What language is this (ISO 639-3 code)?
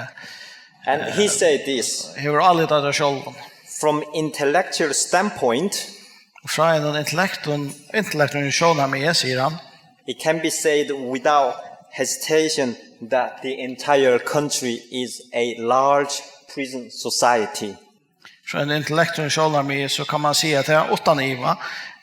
fao